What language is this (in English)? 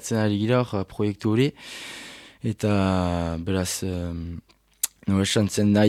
Basque